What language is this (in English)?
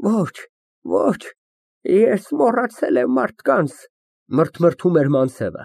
Armenian